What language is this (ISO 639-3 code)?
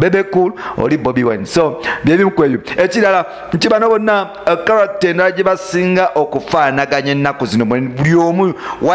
lug